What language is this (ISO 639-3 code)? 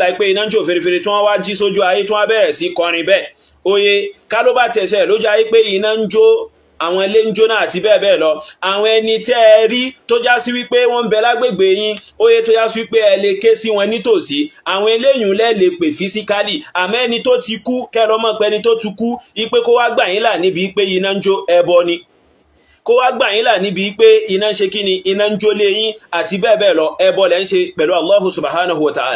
yor